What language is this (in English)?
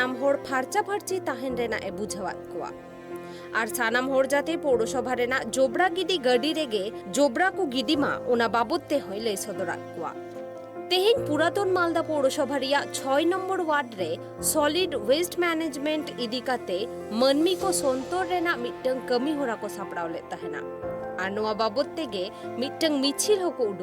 Santali